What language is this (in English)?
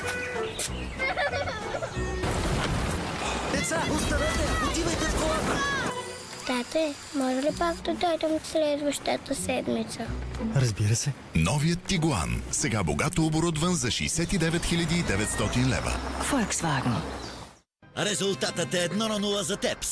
Bulgarian